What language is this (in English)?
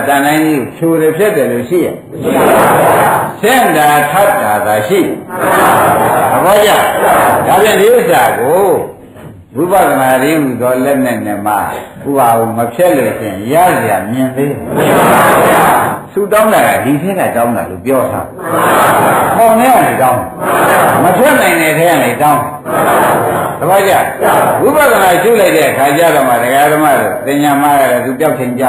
Burmese